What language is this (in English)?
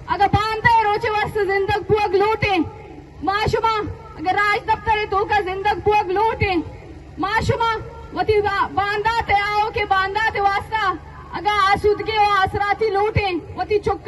Eastern Balochi